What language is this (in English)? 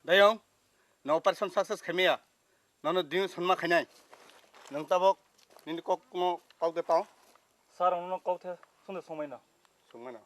Riang (India)